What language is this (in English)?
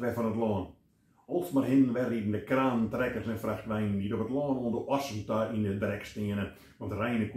Western Frisian